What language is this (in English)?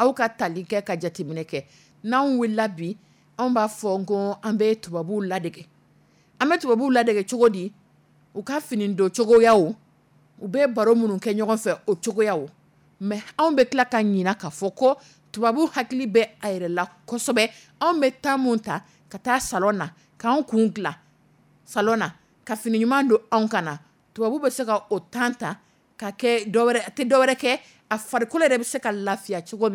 Dyula